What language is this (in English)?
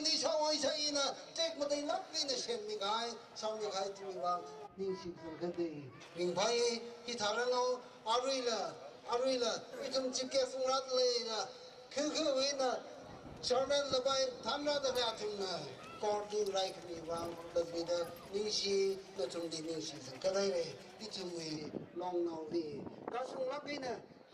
Tangkhul Naga (India)